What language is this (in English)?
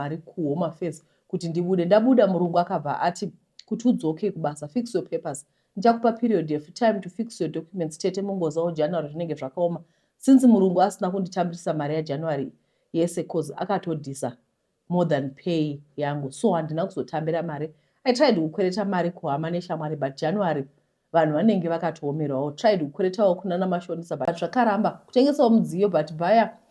Shona